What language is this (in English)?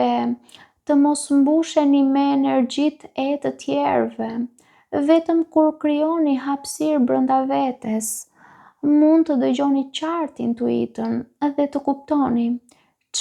Albanian